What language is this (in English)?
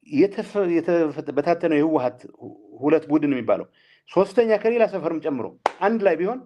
Amharic